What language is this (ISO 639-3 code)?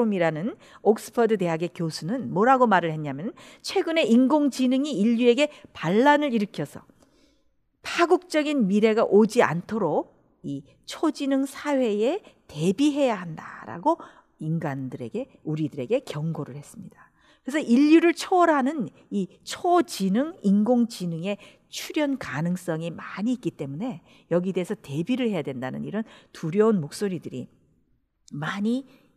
kor